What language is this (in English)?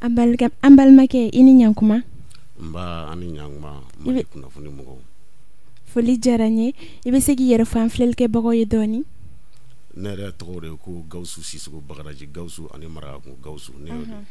Bambara